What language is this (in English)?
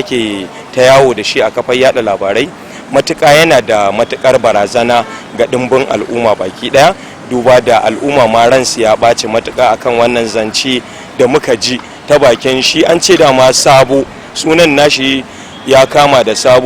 Hausa